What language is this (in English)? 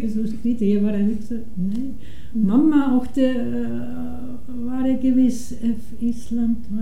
Icelandic